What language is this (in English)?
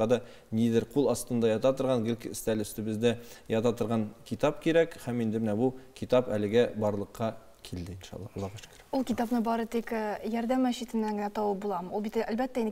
Tatar